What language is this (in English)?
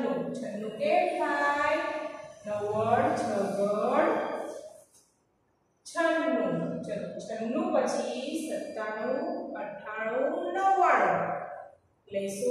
Gujarati